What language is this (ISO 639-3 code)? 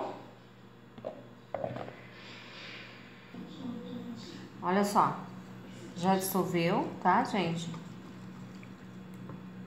por